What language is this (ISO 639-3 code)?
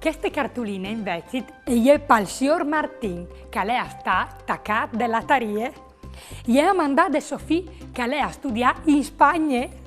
fur